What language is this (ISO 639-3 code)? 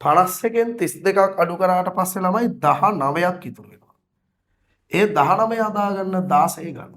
sin